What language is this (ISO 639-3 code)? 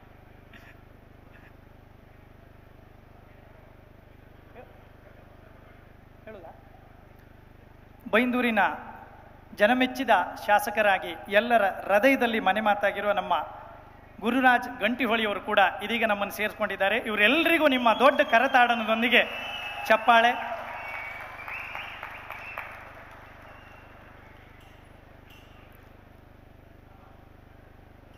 kan